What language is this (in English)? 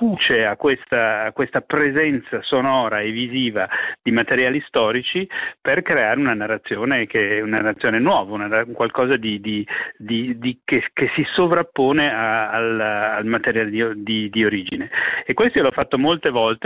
Italian